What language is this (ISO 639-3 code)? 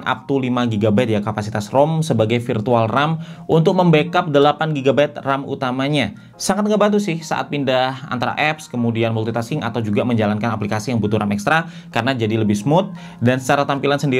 ind